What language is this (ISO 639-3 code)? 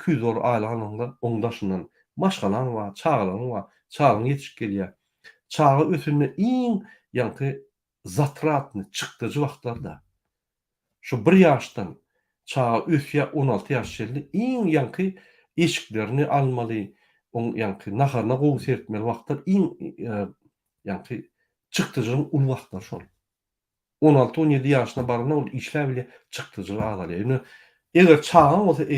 tuk